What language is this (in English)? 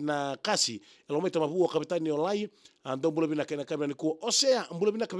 Fijian